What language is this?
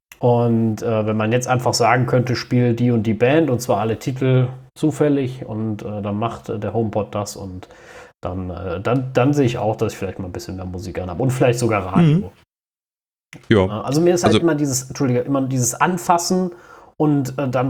German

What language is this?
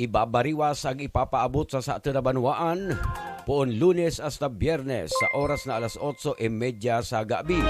Buhi'non Bikol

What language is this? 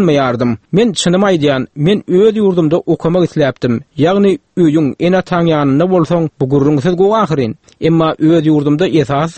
Turkmen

